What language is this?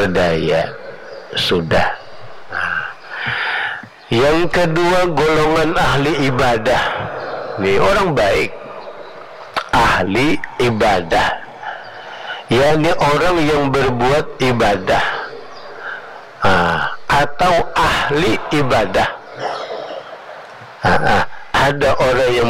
Indonesian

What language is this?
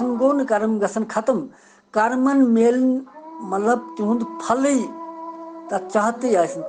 Kashmiri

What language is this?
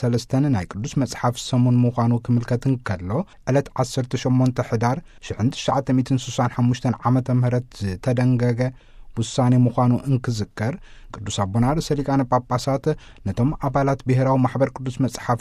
Tigrinya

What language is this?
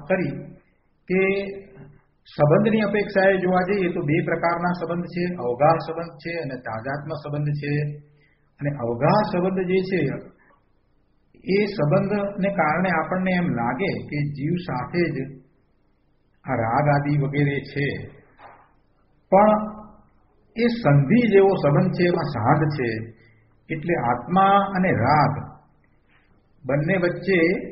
Gujarati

